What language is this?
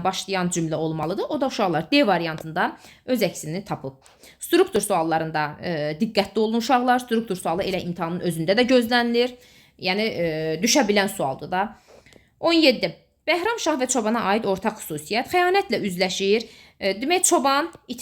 Azerbaijani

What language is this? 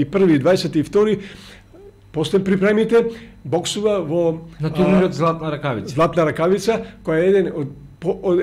Macedonian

